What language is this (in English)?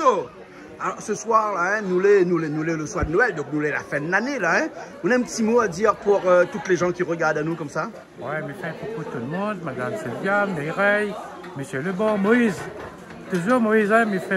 Réunion Creole French